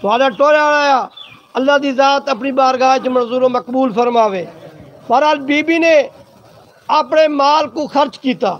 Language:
Saraiki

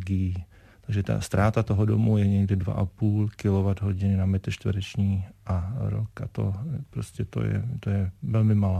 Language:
Czech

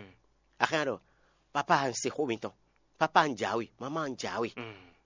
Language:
Fon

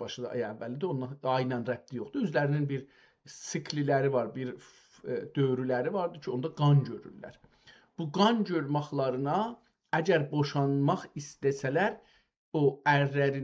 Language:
South Azerbaijani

